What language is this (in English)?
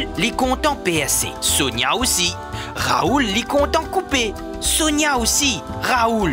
Morisyen